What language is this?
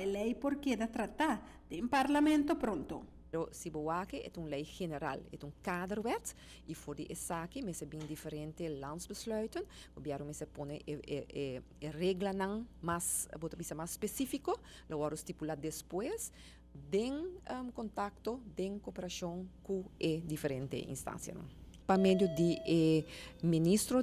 Papiamento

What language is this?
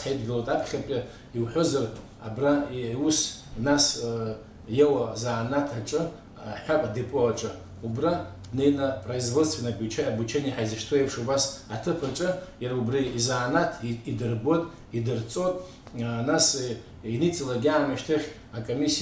Abkhazian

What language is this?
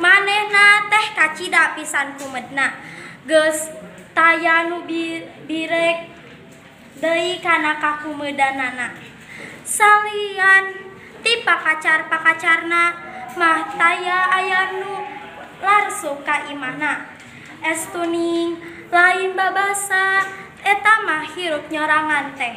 Sundanese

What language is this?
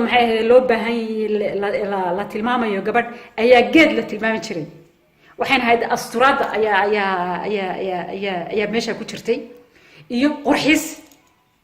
Somali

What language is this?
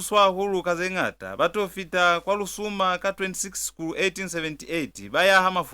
Lozi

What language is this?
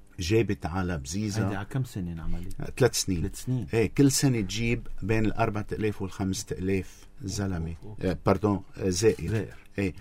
North Levantine Arabic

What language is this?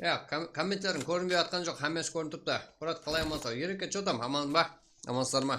Kara-Kalpak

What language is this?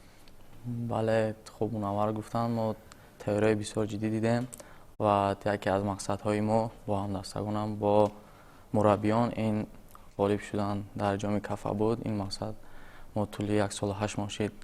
Tajik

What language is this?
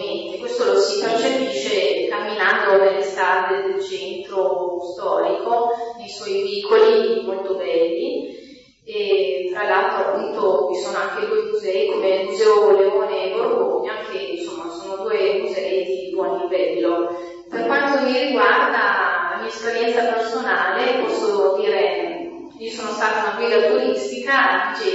Italian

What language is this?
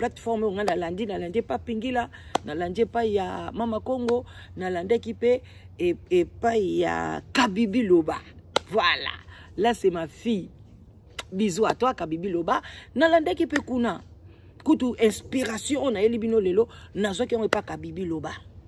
Lingala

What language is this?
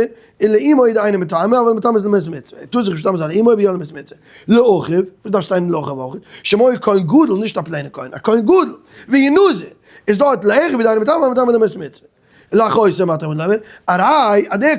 Yiddish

